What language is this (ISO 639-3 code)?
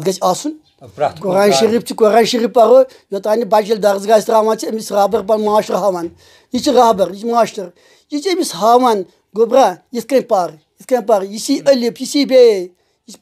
kas